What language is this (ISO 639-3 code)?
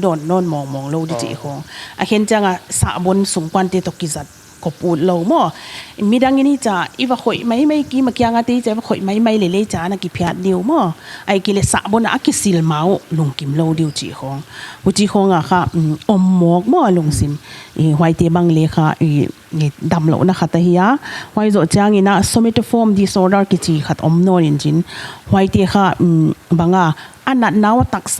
pck